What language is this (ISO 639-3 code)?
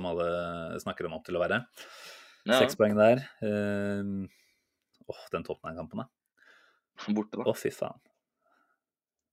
nor